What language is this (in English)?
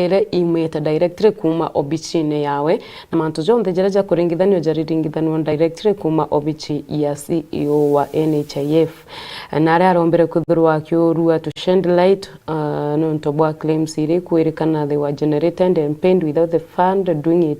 Meru